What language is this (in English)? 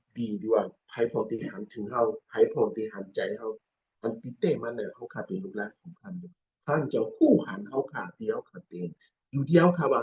Shan